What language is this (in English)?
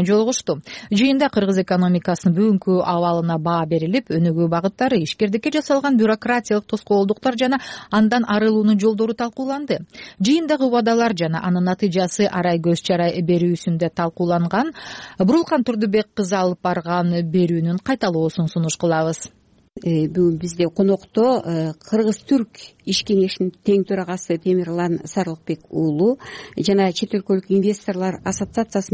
Kyrgyz